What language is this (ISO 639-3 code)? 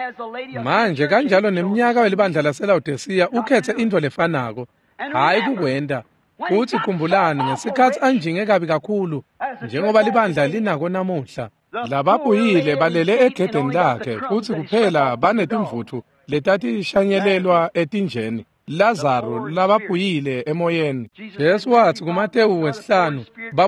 ssw